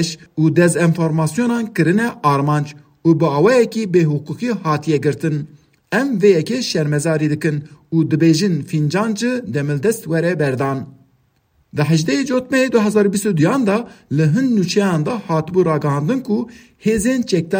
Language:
Kurdish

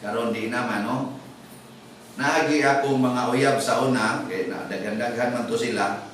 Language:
Cebuano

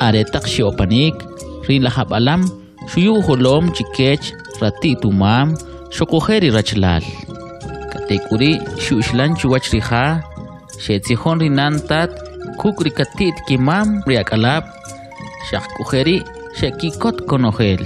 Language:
Kʼicheʼ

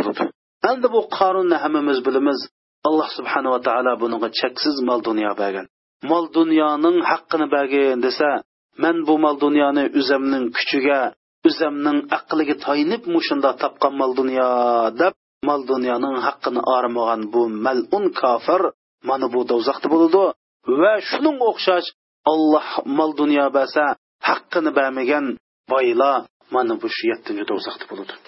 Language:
Uyghur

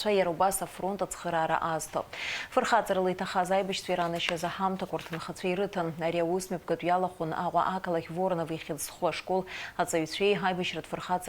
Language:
Abkhazian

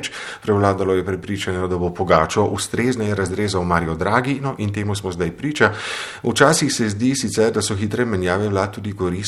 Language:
Slovenian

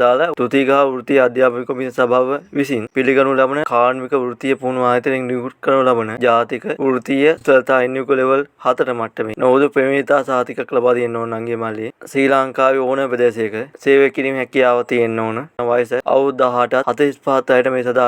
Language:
Sinhala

